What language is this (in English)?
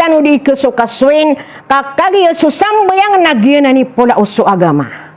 Maranao